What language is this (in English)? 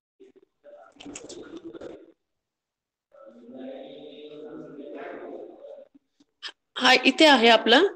Marathi